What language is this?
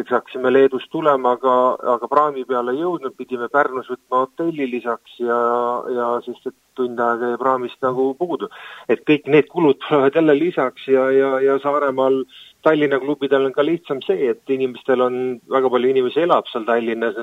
Estonian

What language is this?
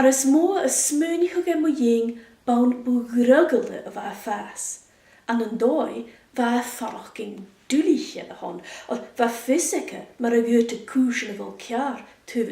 Scottish Gaelic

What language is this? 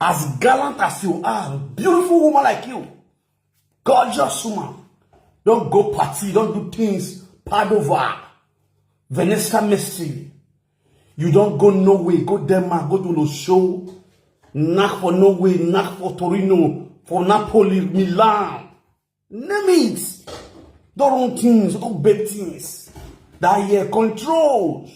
Nigerian Pidgin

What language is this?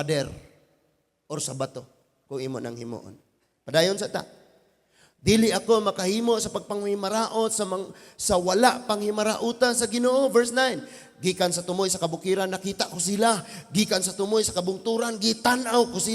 Cebuano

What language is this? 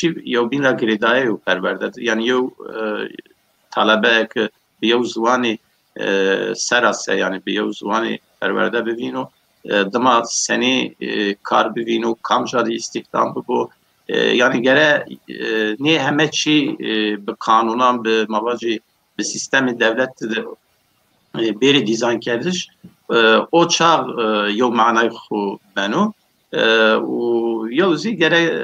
Zaza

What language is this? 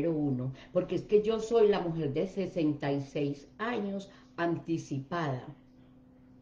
Spanish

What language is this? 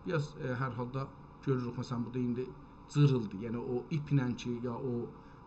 South Azerbaijani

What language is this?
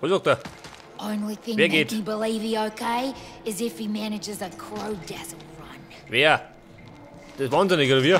Bavarian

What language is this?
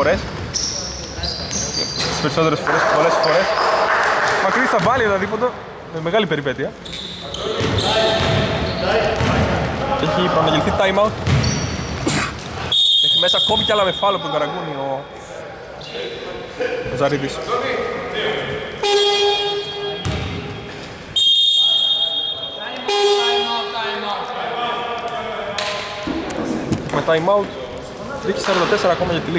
Greek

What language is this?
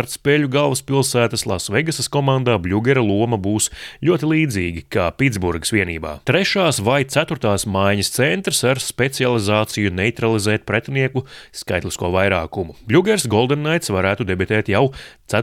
Latvian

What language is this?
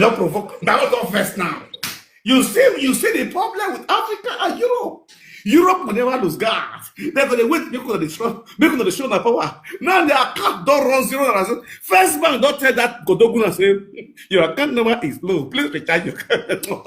Nigerian Pidgin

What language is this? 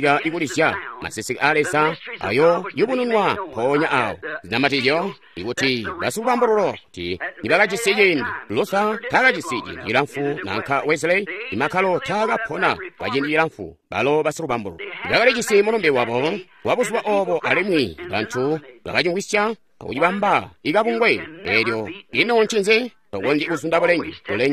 Tonga (Zambia)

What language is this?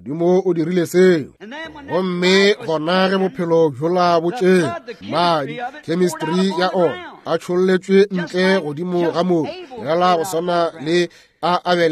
Northern Sotho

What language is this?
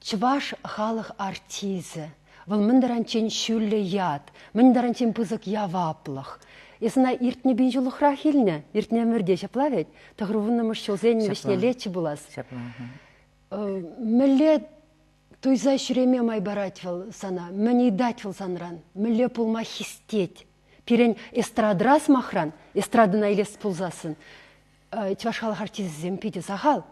Chuvash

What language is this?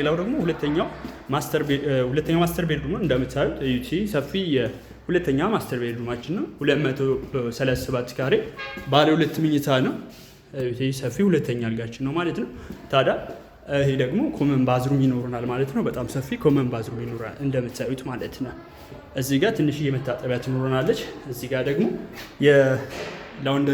Amharic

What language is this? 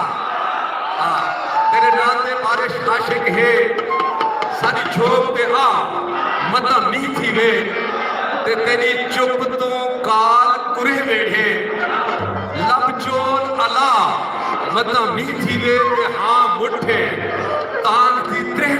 Saraiki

